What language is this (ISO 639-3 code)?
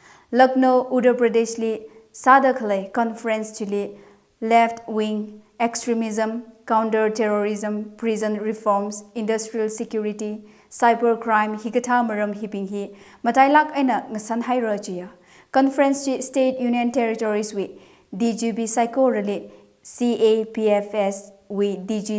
nmf